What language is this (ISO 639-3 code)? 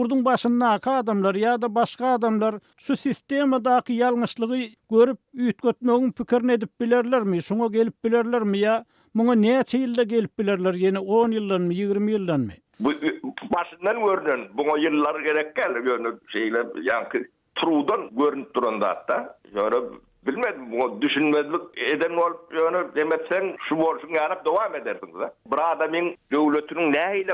tuk